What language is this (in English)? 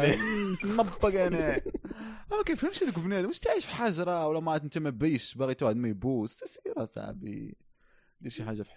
Moroccan Arabic